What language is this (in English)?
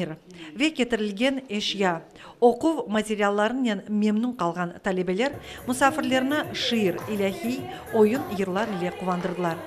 Crimean Tatar